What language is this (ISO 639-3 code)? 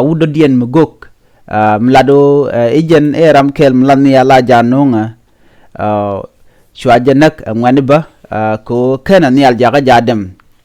nus